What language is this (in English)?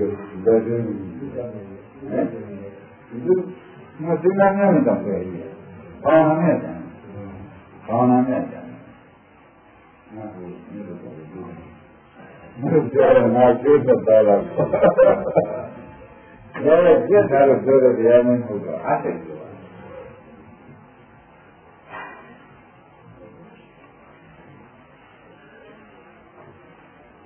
Burmese